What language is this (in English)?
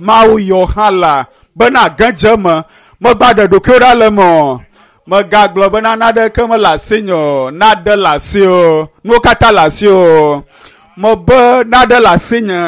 Ewe